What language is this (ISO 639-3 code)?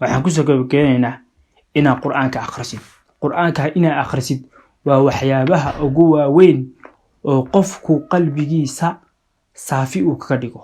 som